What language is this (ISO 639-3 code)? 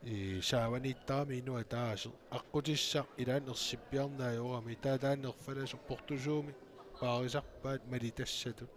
kal